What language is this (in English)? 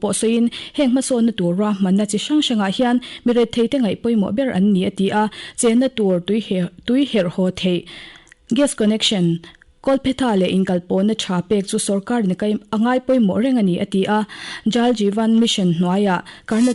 Mizo